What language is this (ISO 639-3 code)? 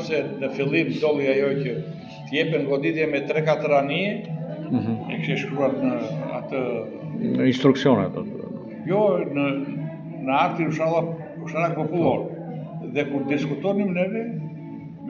sqi